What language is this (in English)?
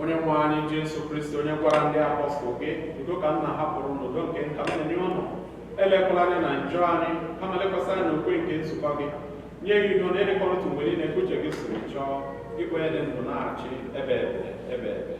Igbo